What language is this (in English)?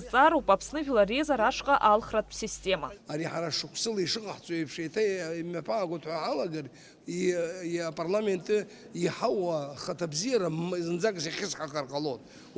Abkhazian